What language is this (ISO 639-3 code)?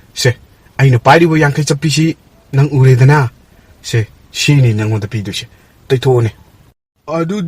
mni